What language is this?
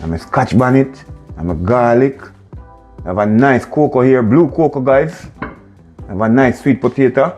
Jamaican Creole English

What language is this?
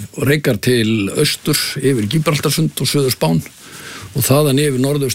Icelandic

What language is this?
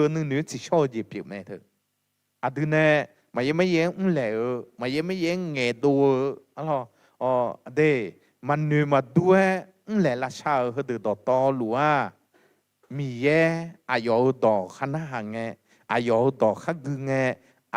Akha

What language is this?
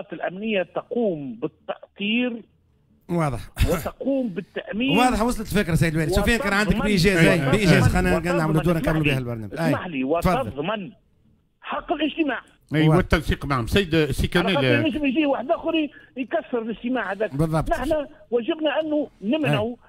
Tunisian Arabic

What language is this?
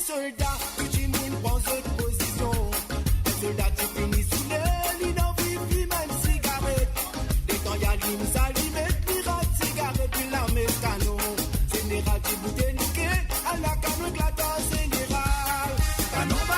Morisyen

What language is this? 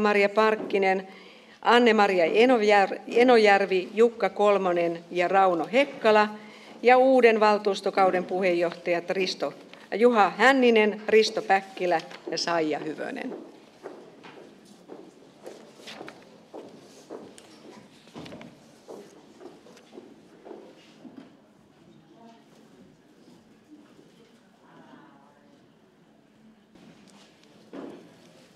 Finnish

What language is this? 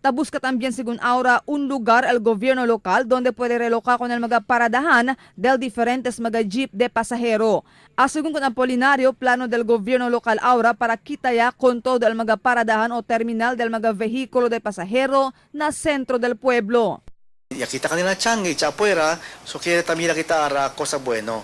Chavacano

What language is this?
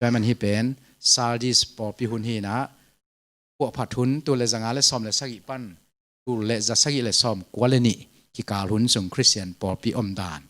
Tedim Chin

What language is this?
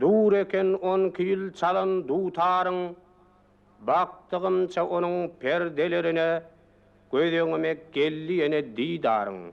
Turkmen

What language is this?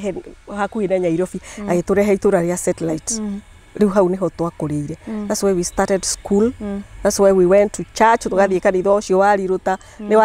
Kikuyu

